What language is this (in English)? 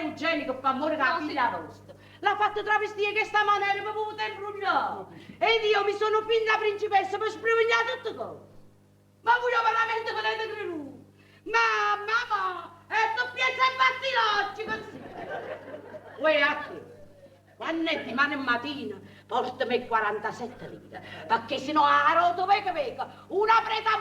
Neapolitan